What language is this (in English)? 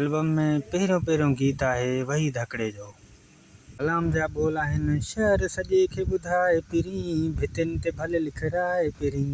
Sindhi